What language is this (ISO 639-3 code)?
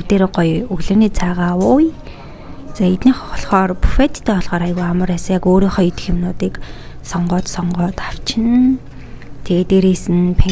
mon